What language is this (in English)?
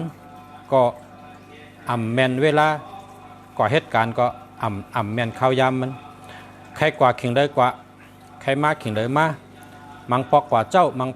Shan